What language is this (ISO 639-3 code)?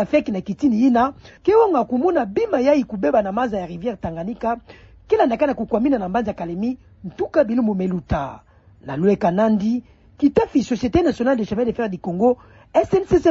ktu